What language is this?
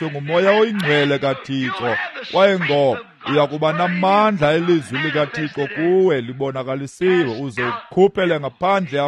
Xhosa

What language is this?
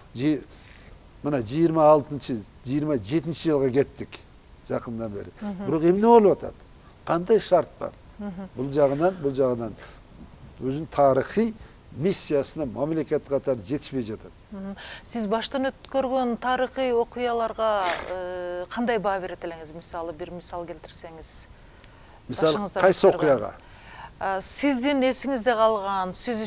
Kyrgyz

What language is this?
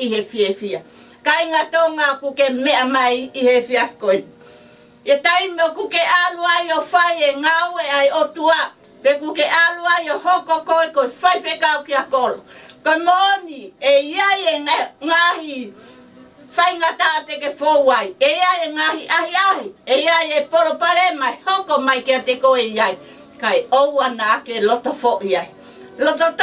Tongan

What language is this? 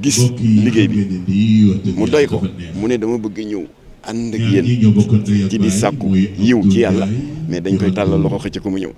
Wolof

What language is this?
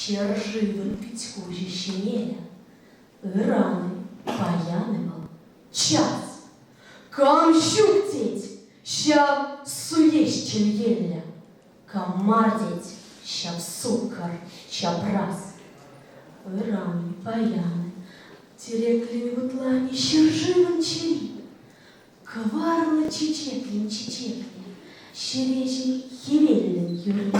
Chuvash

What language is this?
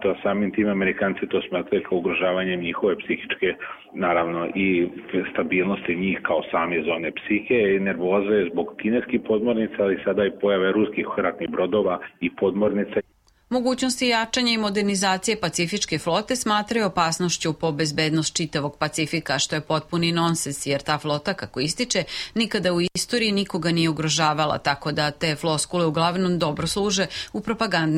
Serbian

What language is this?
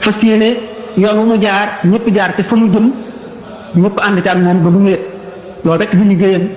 Wolof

